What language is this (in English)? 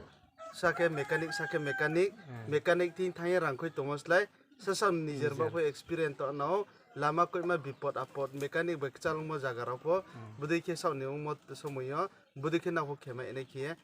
Riang (India)